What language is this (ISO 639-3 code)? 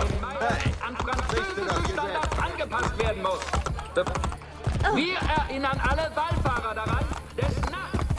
bar